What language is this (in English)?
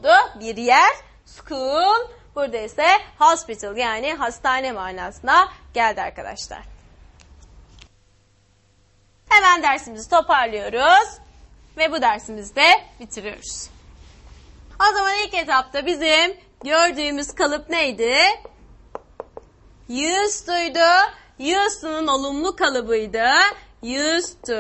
Turkish